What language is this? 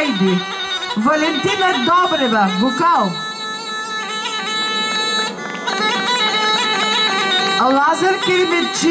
Bulgarian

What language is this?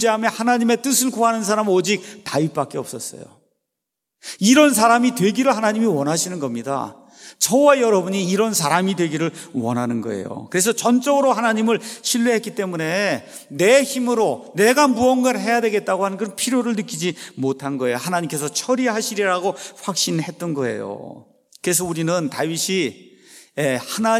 Korean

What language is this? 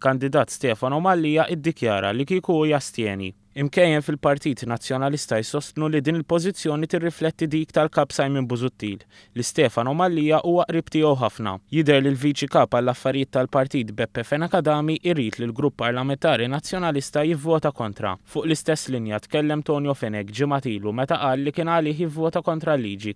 Maltese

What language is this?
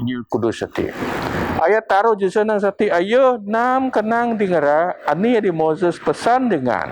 Biatah Bidayuh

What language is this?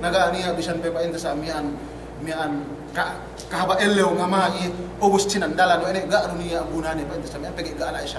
Yakan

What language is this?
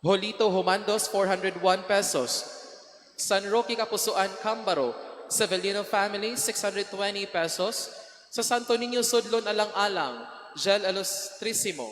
Cebuano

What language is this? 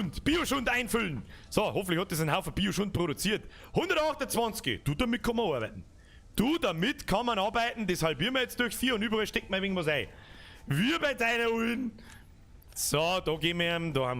Bavarian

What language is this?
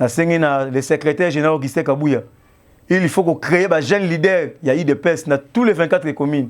Lingala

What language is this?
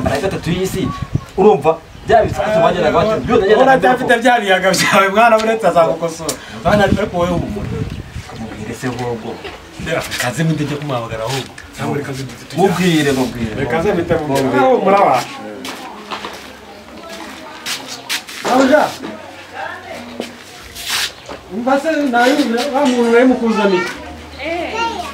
Kinyarwanda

